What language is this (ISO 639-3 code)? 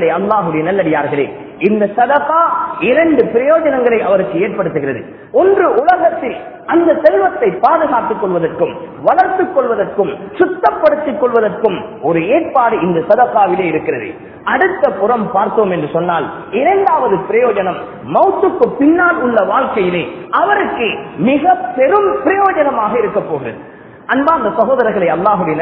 tam